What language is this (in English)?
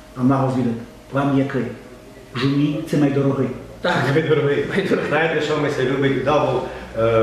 Rusyn